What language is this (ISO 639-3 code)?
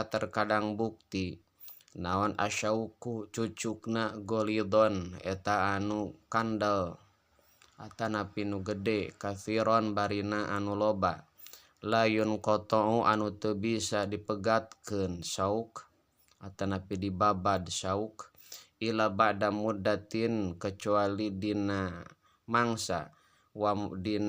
sun